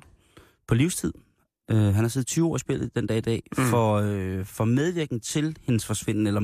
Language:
Danish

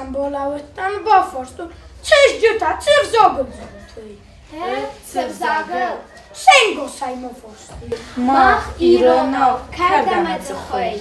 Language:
Ossetic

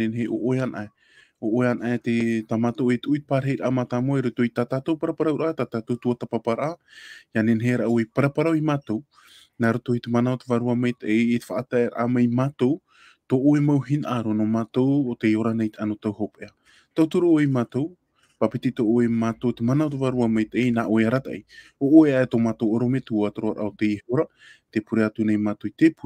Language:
Tahitian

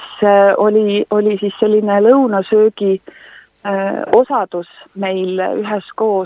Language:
Estonian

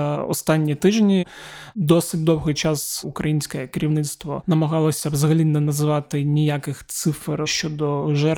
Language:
Ukrainian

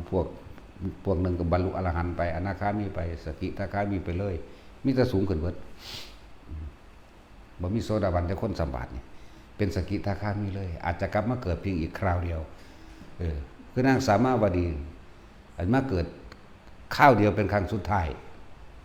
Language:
Northeastern Thai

